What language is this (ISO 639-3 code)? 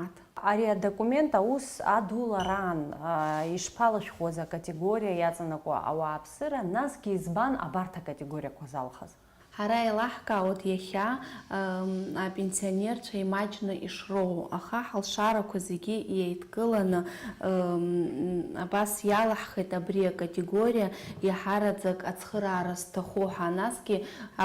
abk